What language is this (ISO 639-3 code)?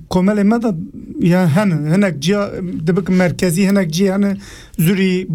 kur